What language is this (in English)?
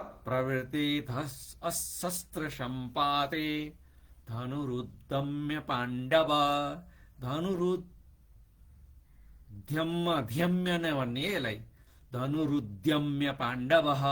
Nepali